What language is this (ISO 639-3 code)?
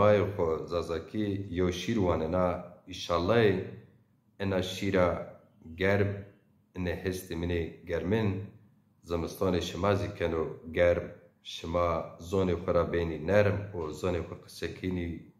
zza